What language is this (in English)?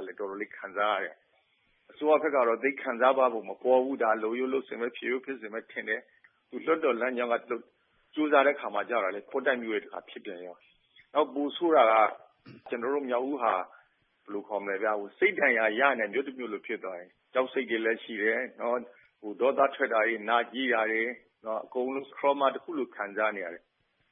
Burmese